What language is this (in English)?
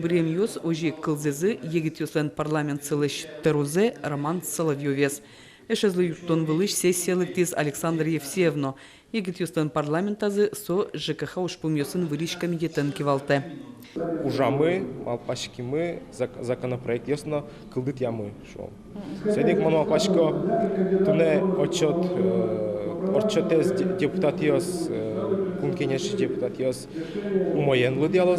Udmurt